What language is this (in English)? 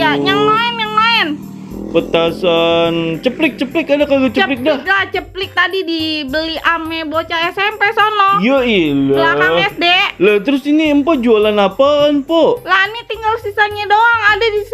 Betawi